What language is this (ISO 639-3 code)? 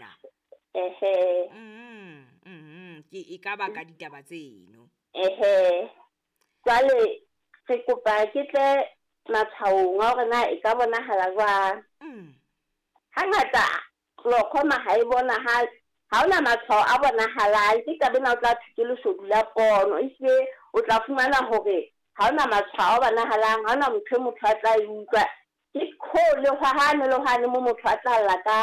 sot